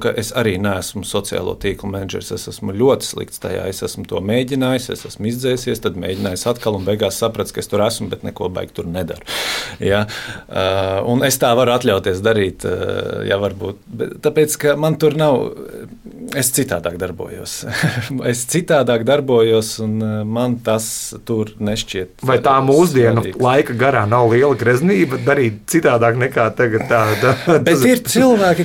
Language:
Latvian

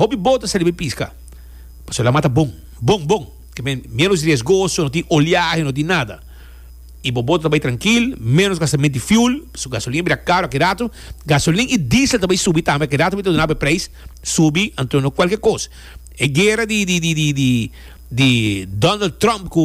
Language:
Papiamento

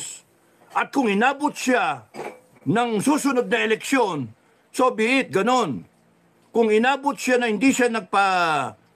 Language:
Filipino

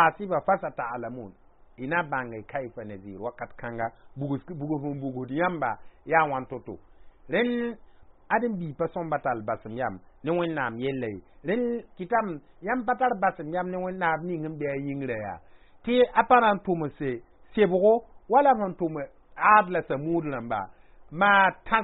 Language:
Mossi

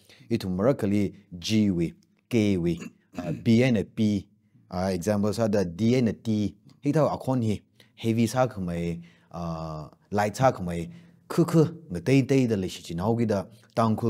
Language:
Tangkhul Naga (India)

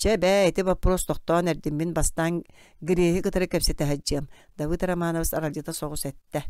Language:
Yakut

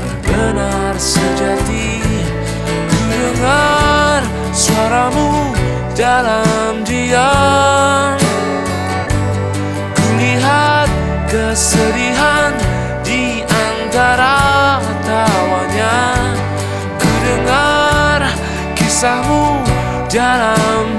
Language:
Indonesian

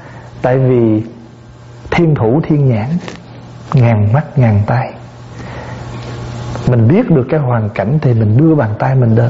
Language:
Vietnamese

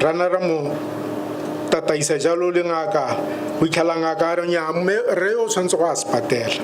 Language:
Tswana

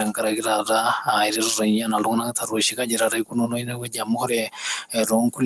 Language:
Masai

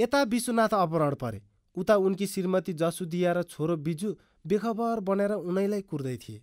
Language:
Nepali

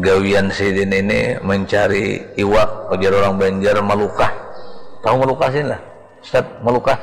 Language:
Banjar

